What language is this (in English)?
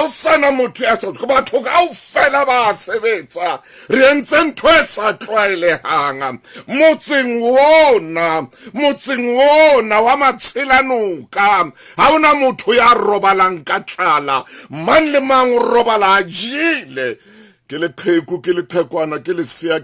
Southern Sotho